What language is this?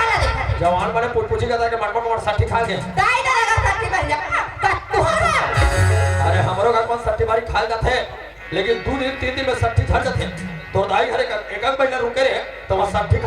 Chhattisgarhi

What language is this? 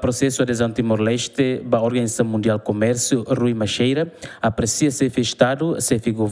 Tetum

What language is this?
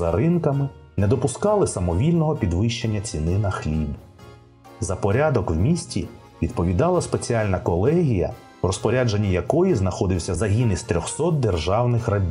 Ukrainian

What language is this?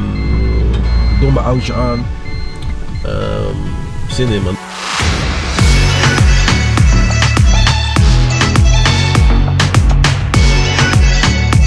Dutch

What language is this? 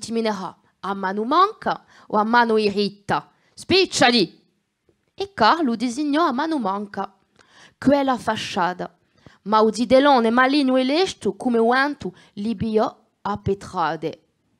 Corsican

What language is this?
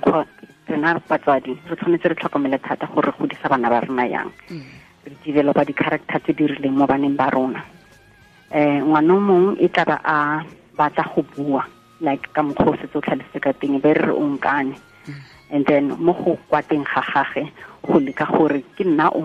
Tswana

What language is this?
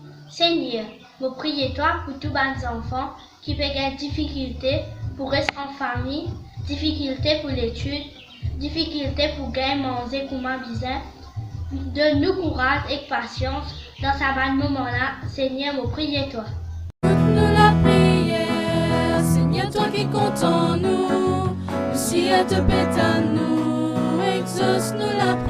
Morisyen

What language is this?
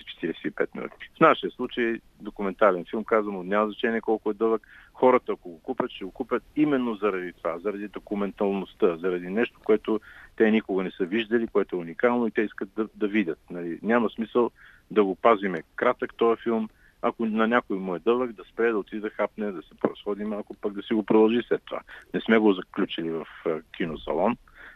Bulgarian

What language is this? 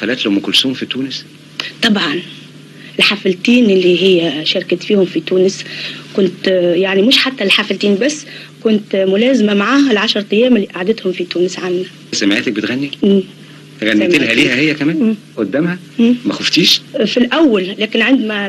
Tunisian Arabic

